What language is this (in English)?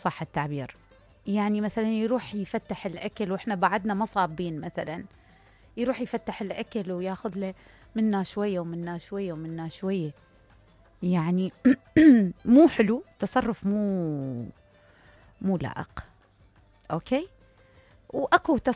Mesopotamian Arabic